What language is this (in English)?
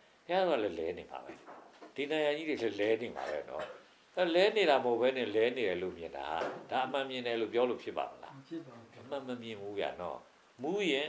Burmese